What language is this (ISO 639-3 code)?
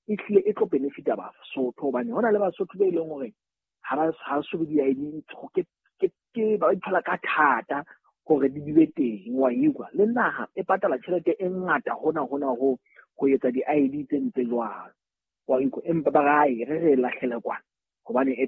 sot